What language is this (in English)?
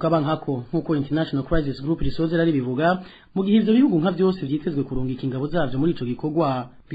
Rundi